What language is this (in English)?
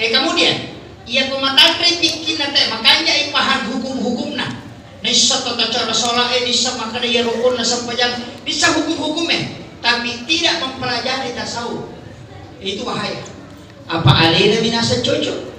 Buginese